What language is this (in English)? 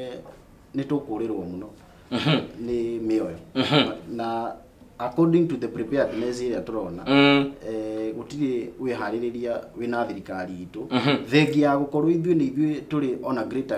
Kikuyu